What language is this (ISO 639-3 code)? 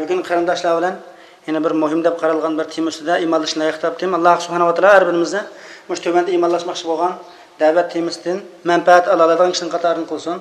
uig